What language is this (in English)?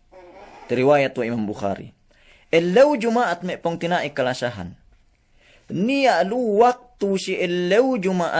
Yakan